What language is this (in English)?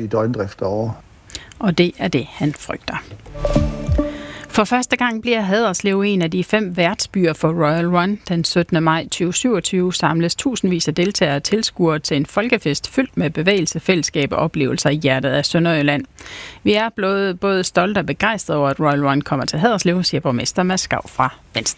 Danish